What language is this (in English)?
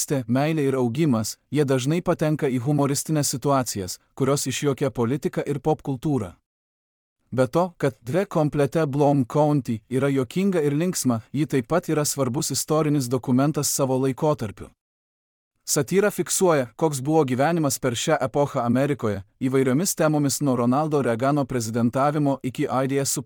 Lithuanian